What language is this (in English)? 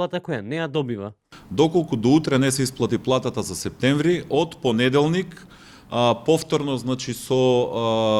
Macedonian